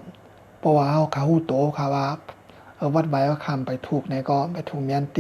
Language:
Shan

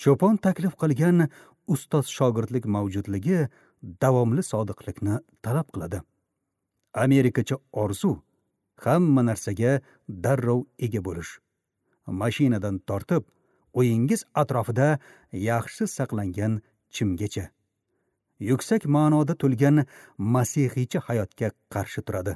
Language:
Uzbek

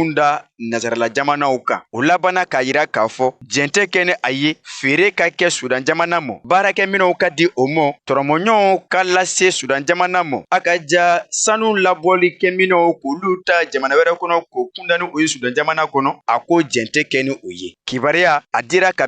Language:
Bambara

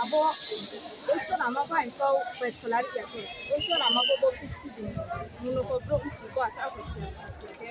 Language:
Riang (India)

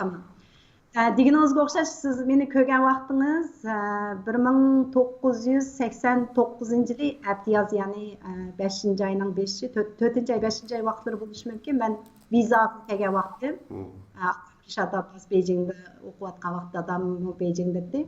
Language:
Uyghur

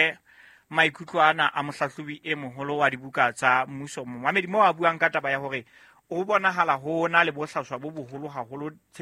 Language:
Southern Sotho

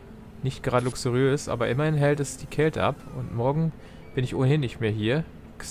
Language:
German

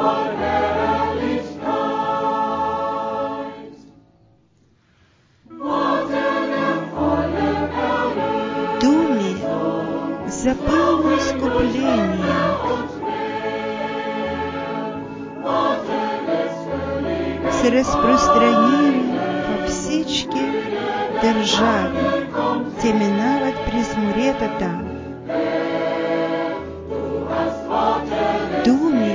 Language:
Bulgarian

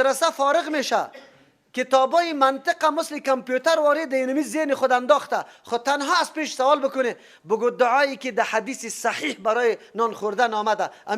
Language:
Persian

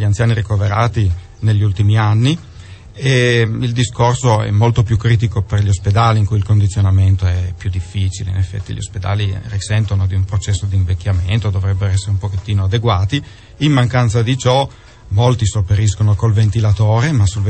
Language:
Italian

